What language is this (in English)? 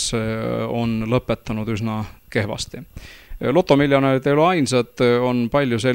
Estonian